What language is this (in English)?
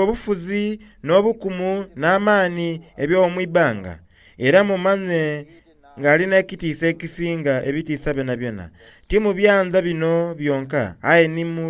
Soga